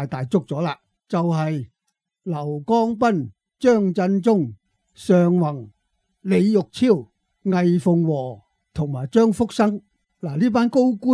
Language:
Cantonese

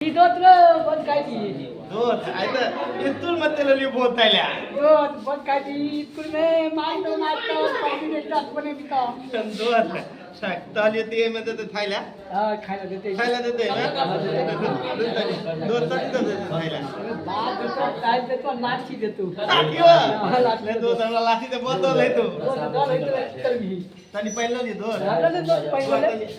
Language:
Maithili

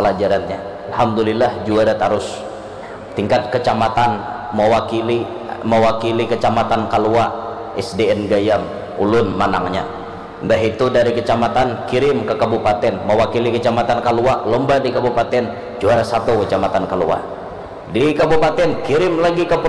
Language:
Banjar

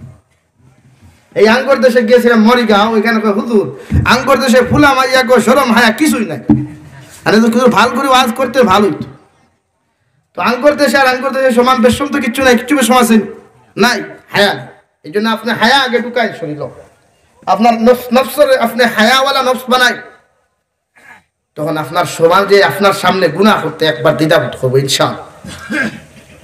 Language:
Sylheti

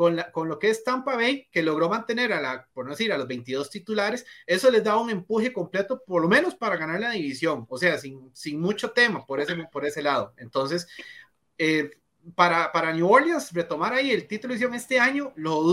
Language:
Spanish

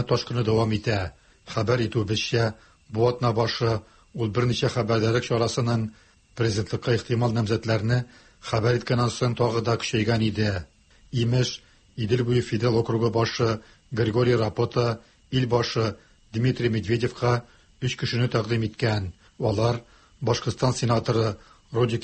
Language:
Tatar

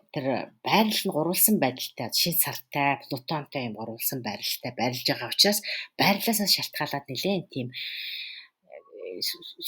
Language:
Mongolian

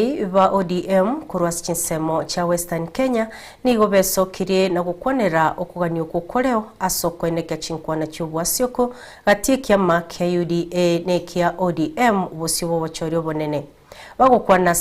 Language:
Gusii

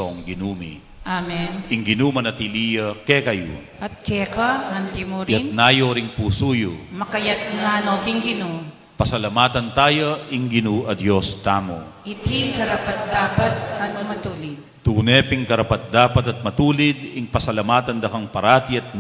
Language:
Pampanga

